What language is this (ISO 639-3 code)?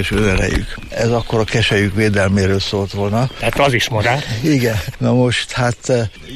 hun